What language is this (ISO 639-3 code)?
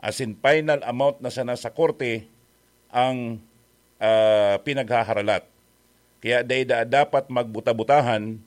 bik